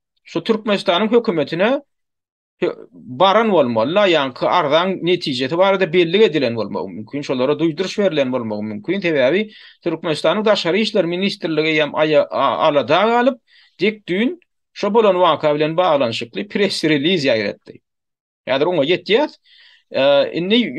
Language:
Turkmen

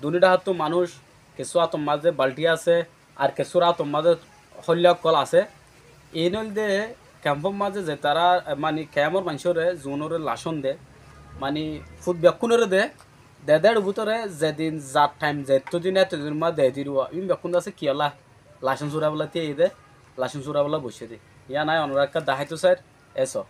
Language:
Rohingya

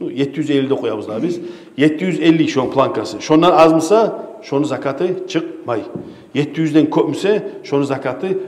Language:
Kumyk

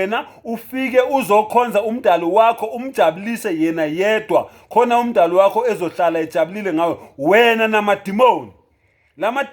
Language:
Zulu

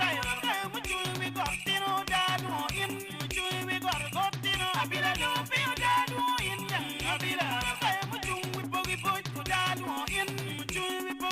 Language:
Acoli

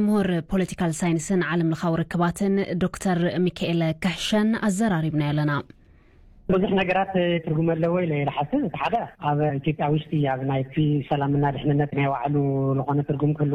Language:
Tigrinya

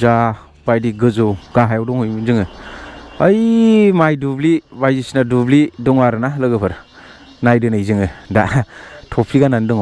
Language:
Bodo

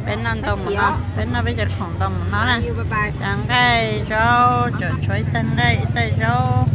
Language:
Hmong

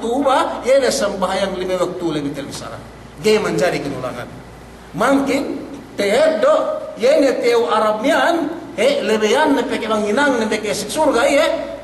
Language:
Yakan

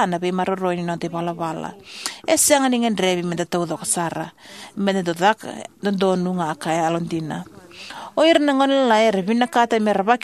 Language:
Fijian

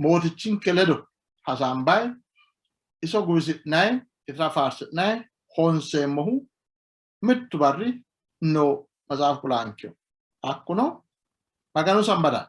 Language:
Sidamo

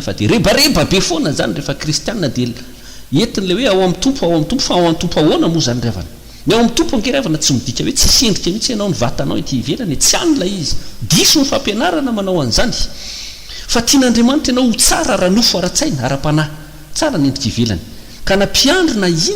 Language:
Malagasy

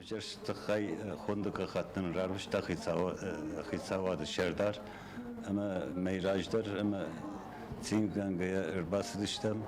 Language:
Ossetic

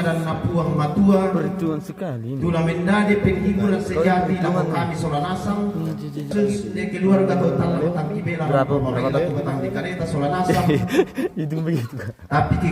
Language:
Toraja-Sa'dan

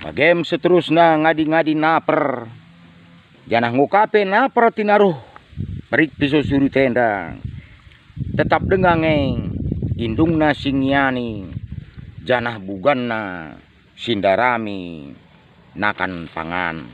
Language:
Batak Karo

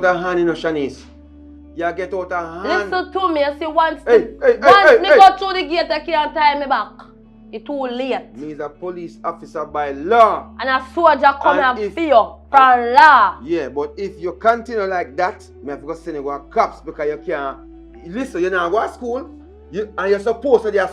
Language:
Jamaican Creole English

